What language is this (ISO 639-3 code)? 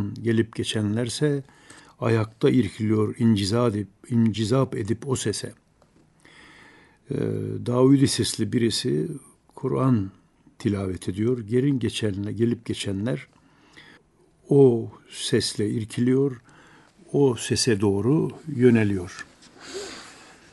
tur